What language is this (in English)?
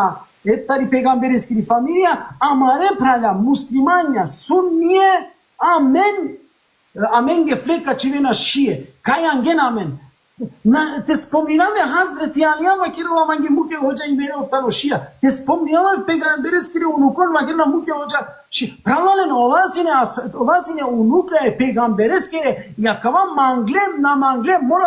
Balkan Romani